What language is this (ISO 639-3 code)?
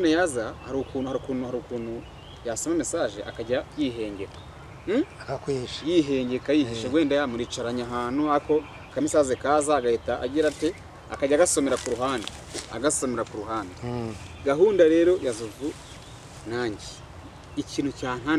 kin